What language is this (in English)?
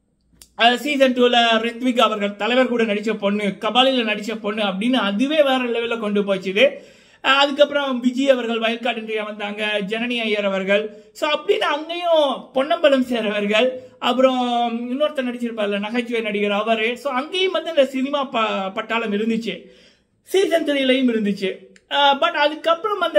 Tamil